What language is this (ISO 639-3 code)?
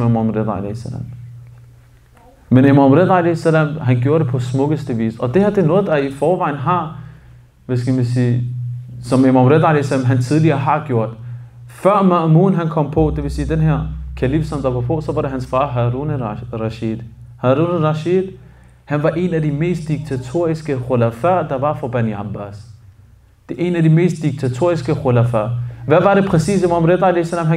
dan